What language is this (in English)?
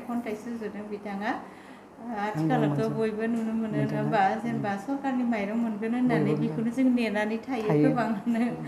Bodo